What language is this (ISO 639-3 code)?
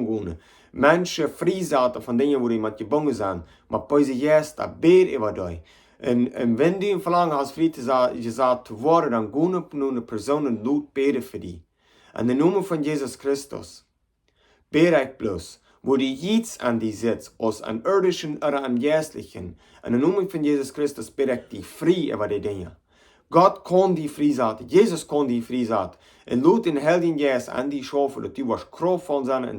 pdt